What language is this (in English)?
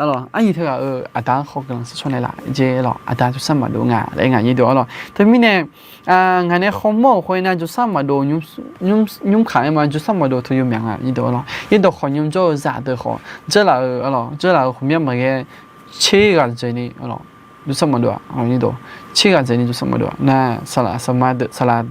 Akha